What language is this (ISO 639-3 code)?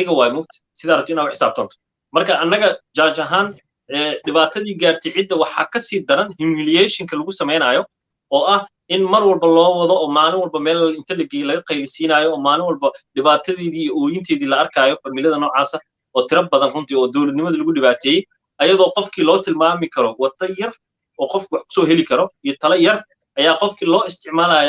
som